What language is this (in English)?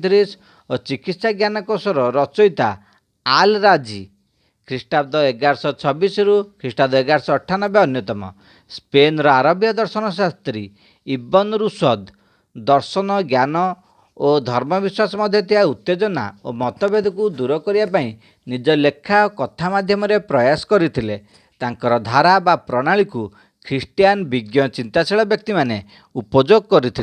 Odia